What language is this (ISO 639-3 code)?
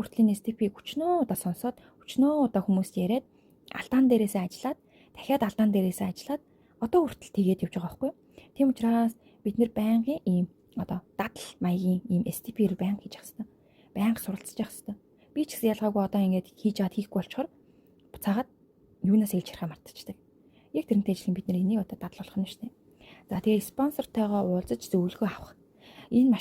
mon